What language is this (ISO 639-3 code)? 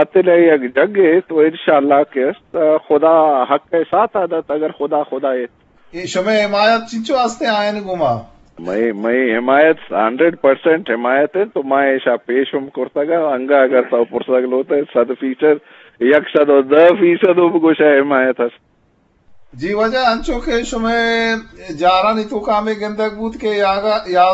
bgp